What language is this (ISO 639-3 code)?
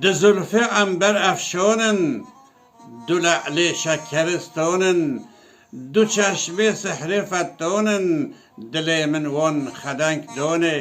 kur